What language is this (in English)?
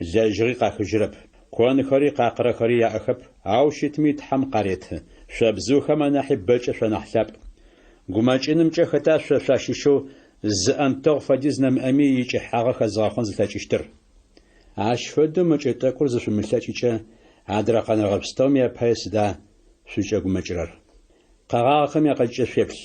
Adyghe